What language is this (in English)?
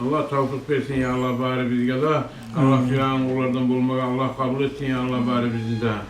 Kumyk